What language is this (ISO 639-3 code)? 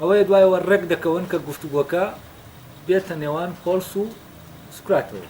ckb